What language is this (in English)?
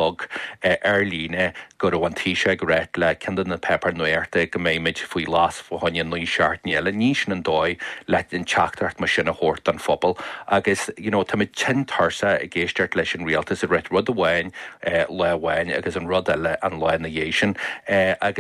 Irish